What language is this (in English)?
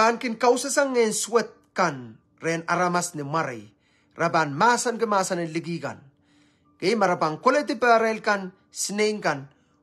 Pohnpeian